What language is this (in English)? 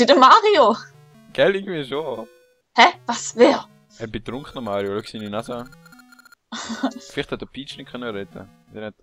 Swiss German